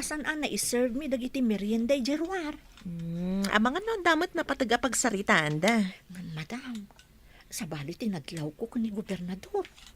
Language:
Iloko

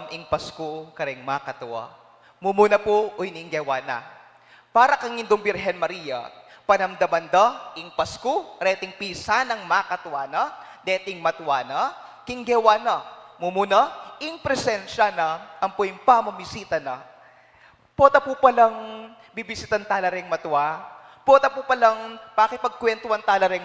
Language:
Pampanga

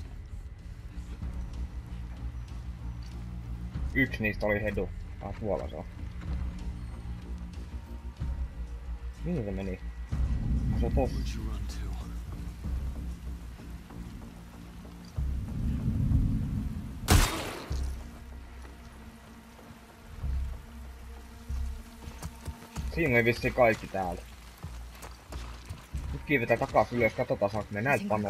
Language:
Finnish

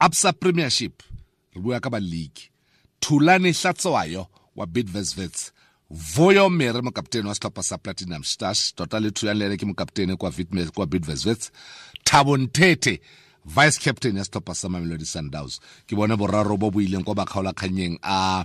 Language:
Tswana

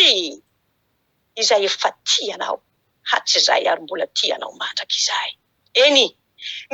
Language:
Malagasy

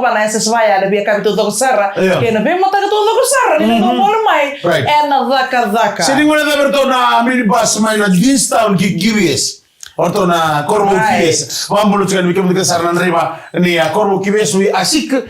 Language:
Fijian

